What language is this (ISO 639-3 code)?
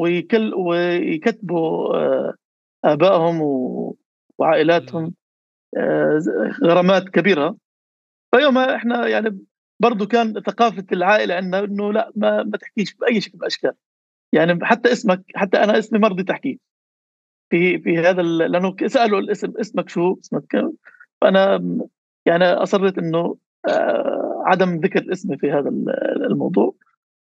apc